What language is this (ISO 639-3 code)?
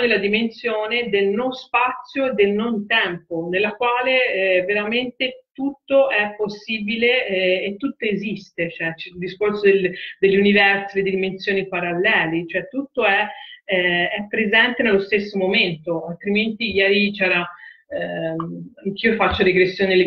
ita